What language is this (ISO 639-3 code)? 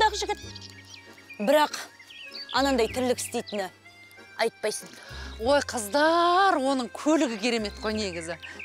kaz